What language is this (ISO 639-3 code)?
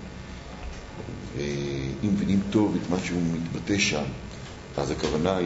heb